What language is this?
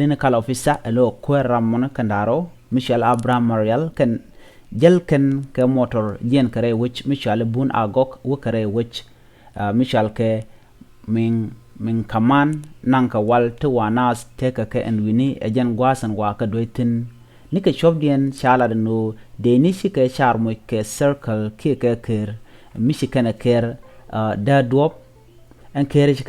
Nuer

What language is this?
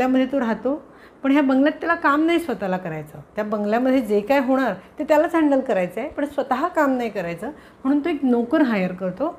Marathi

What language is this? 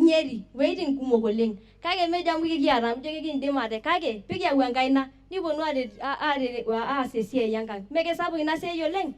Masai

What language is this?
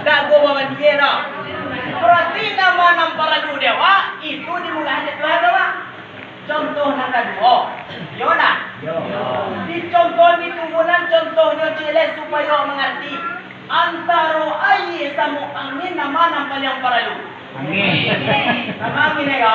Minangkabau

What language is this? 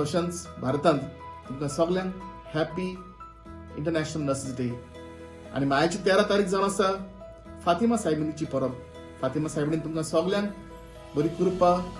Konkani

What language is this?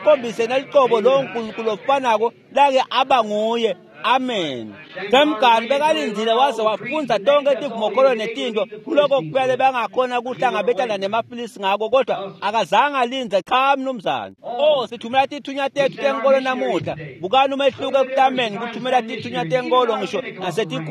Swati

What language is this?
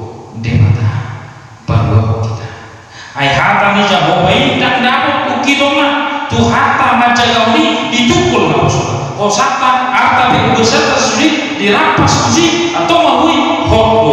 Batak Toba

